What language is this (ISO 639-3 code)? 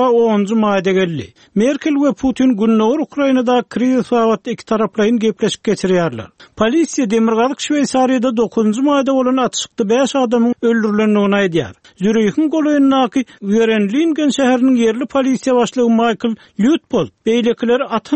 tuk